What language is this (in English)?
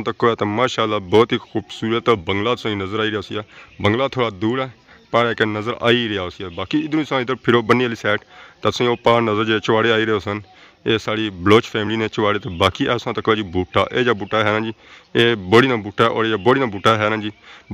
Pahari-Potwari